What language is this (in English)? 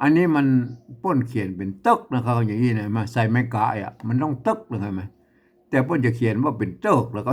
Northern Thai